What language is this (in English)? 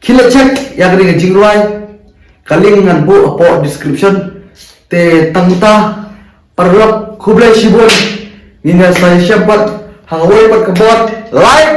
Khasi